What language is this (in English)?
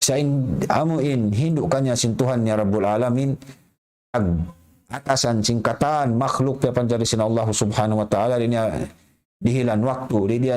Tausug